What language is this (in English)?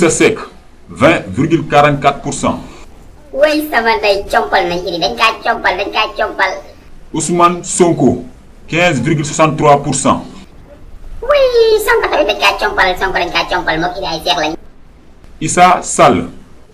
Wolof